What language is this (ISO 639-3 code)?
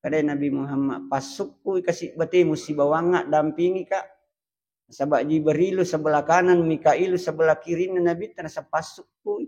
bug